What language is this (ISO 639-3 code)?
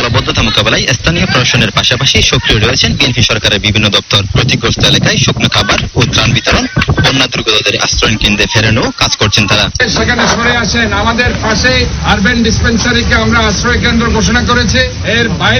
ben